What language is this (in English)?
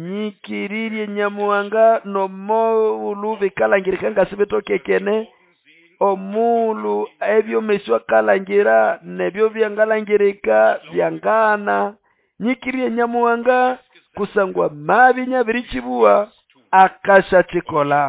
Nande